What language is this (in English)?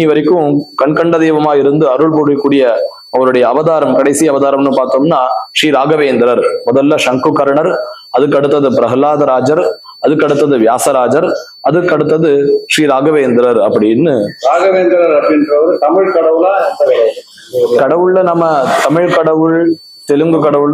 Tamil